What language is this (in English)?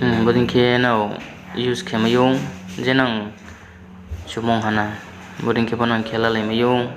Riang (India)